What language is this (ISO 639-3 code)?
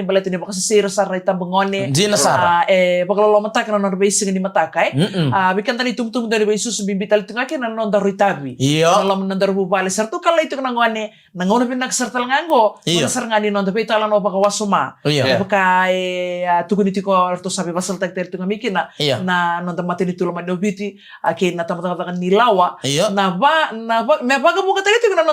fij